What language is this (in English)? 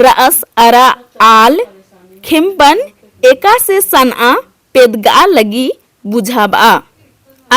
Kurukh